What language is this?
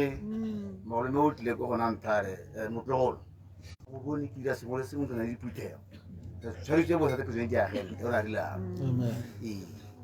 Tswana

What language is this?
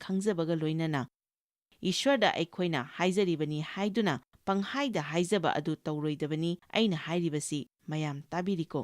Manipuri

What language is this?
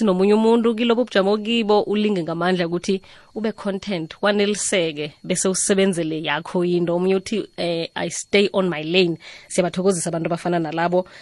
South Ndebele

